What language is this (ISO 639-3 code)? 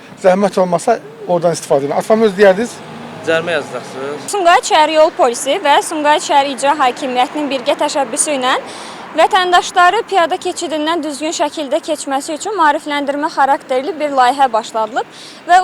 aze